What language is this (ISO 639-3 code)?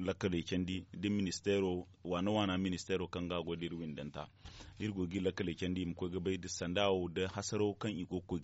dje